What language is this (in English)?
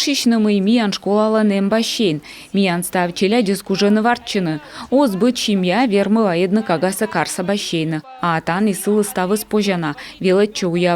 Komi